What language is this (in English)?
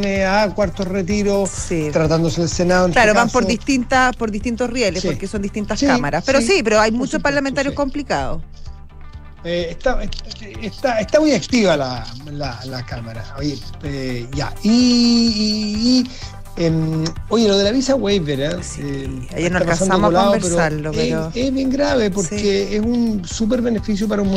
Spanish